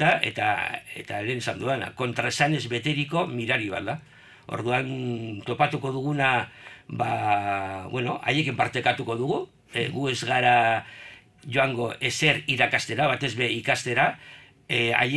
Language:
Basque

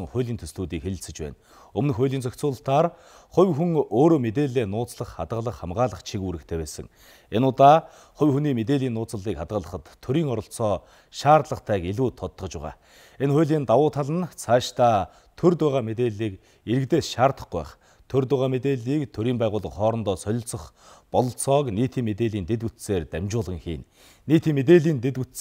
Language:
Mongolian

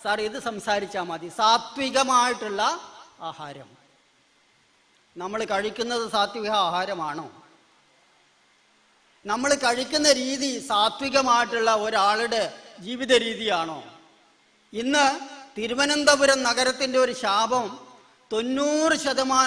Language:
Malayalam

